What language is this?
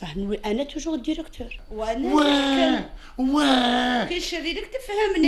Algerian Arabic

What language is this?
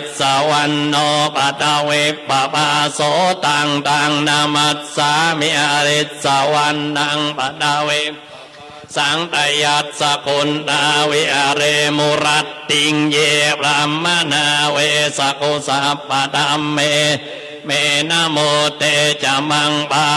Pali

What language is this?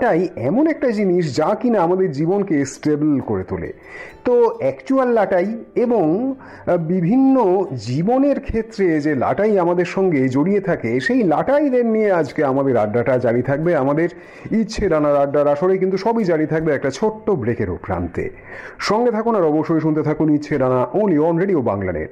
Bangla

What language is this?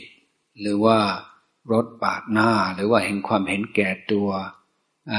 Thai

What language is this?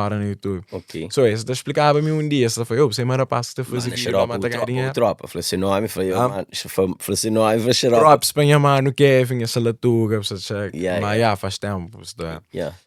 Kabuverdianu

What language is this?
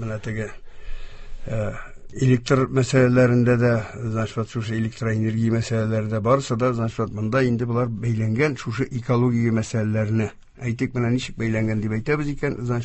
Tatar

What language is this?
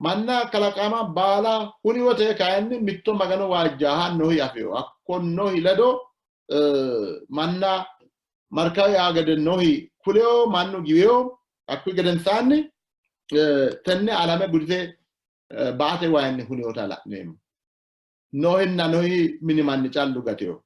Sidamo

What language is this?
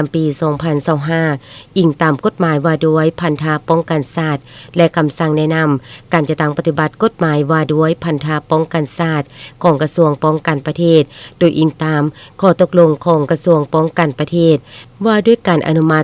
Lao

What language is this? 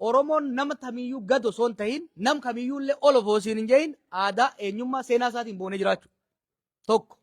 Oromo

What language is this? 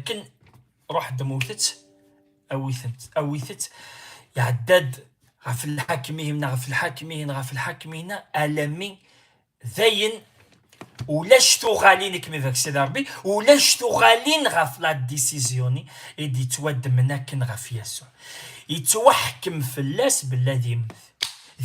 Kabyle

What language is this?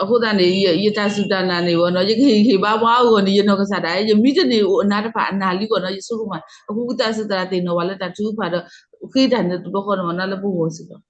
S'gaw Karen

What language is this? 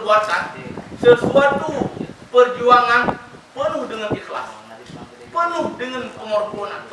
Achinese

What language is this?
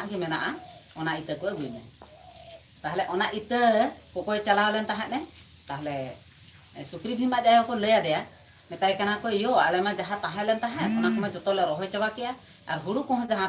Santali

